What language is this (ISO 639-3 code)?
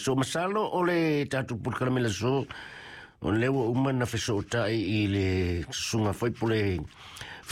smo